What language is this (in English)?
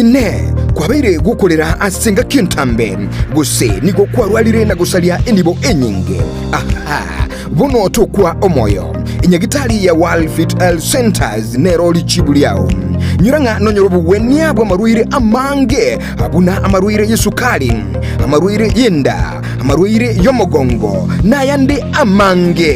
Gusii